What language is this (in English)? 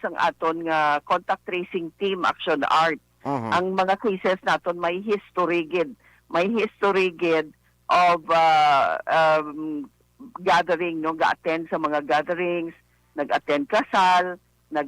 Hiligaynon